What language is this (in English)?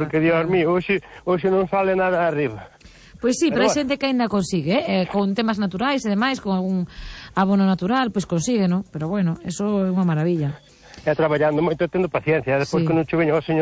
Galician